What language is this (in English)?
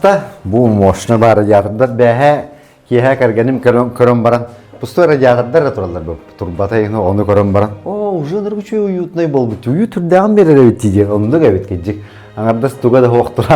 Yakut